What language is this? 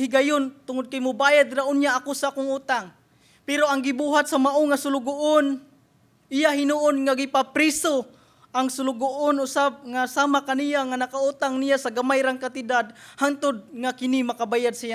Cebuano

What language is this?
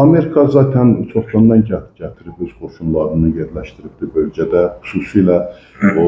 Azerbaijani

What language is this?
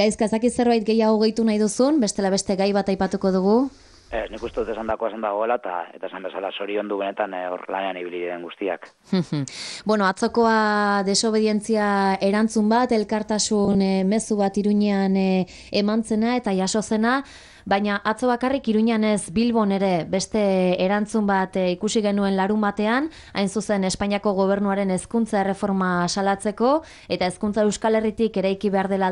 Basque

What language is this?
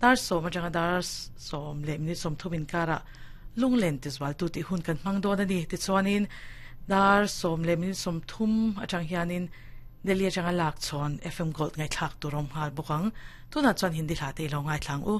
Mizo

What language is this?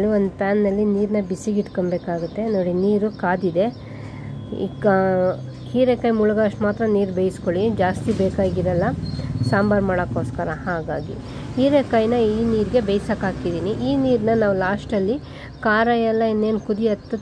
Kannada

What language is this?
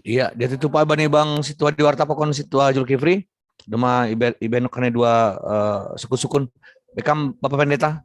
Batak Simalungun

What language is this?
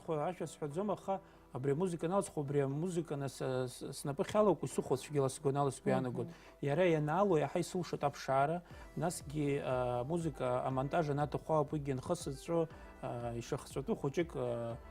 Abkhazian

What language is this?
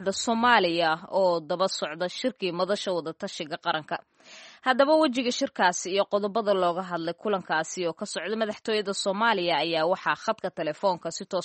Somali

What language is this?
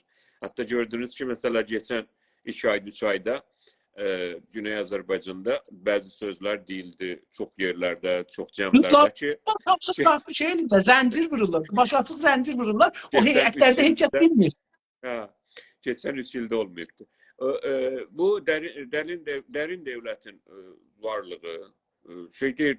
South Azerbaijani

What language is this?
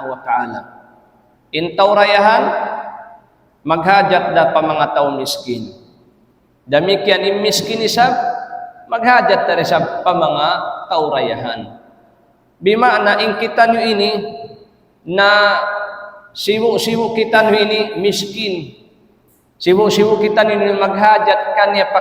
Tausug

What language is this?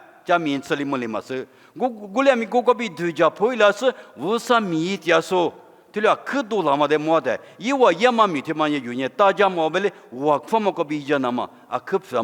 Lisu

